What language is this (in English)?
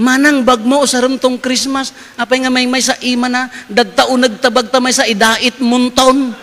Iloko